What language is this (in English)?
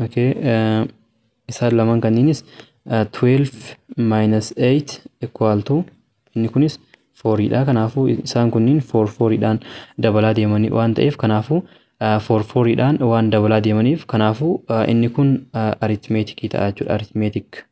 Oromo